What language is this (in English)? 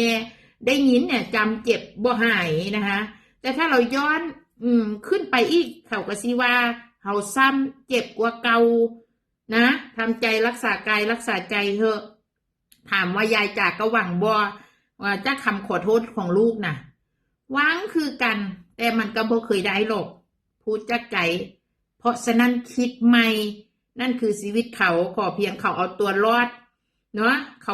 Northeastern Thai